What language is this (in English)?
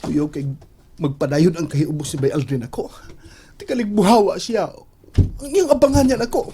Cebuano